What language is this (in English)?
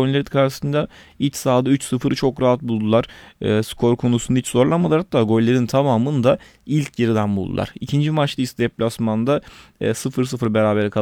Turkish